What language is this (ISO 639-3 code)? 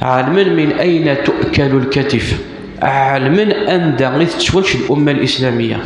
kab